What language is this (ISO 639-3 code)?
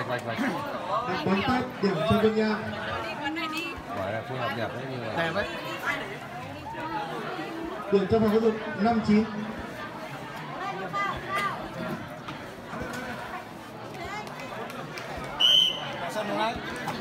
vie